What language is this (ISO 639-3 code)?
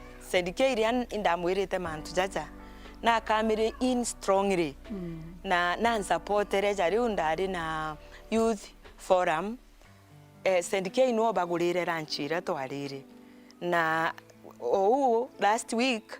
mer